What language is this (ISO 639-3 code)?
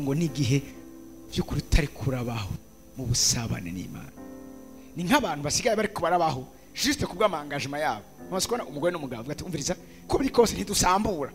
run